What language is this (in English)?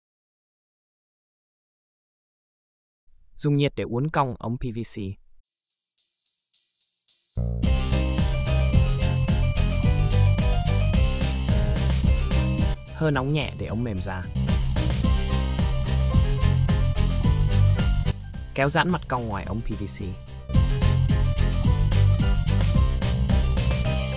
Vietnamese